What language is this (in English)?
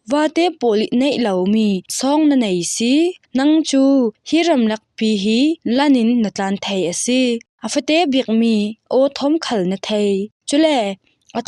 Falam Chin